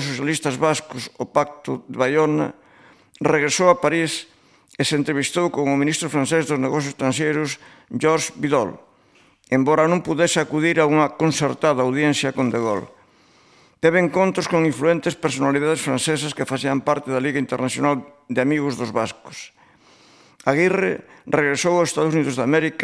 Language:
Galician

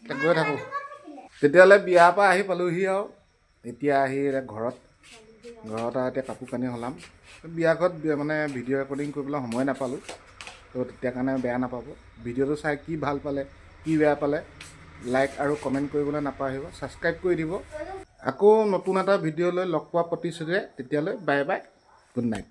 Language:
Assamese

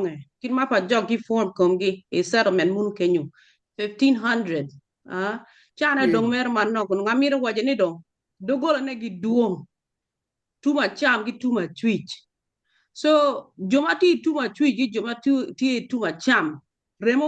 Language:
Acoli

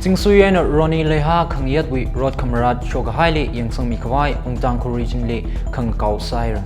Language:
Tangkhul Naga (India)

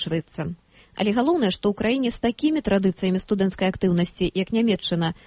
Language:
Belarusian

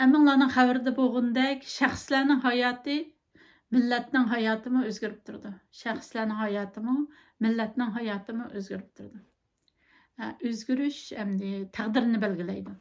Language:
Uyghur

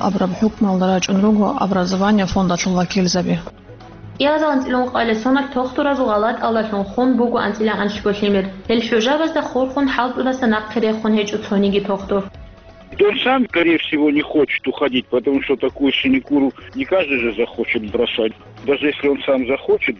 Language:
Avaric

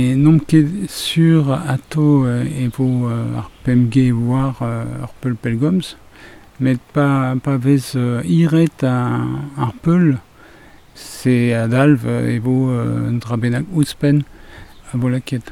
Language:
Breton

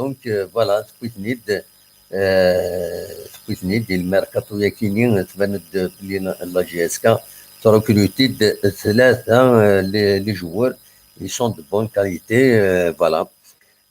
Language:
Kabyle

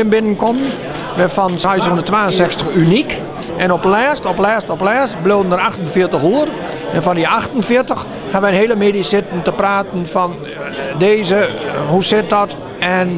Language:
Western Frisian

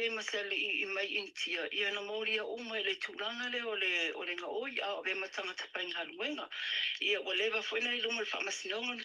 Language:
Samoan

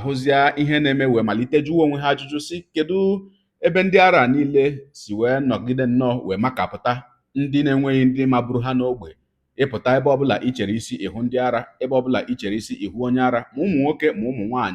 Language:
Igbo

